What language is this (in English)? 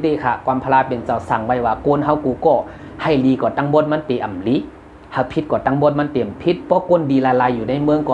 Shan